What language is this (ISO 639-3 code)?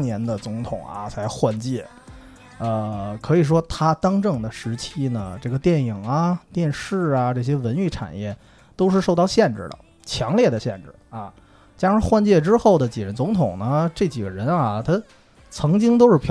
zho